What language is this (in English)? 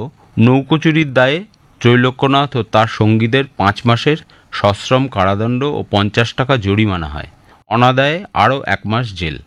Bangla